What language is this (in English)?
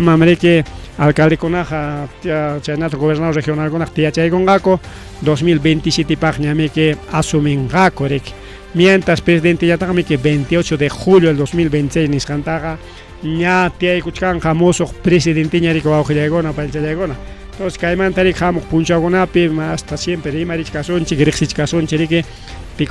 Ayacucho Quechua